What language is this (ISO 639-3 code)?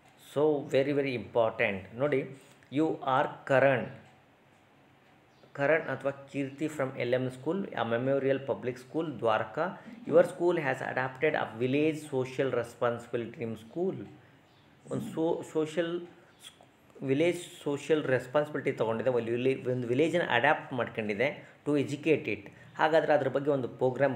kan